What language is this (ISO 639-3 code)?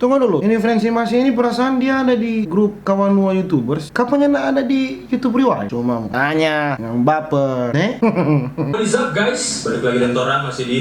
xmm